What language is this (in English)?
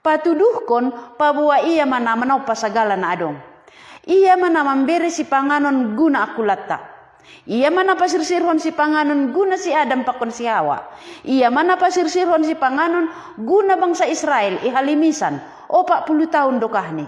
Batak Simalungun